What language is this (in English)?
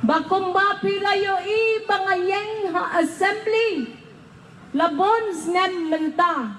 Khasi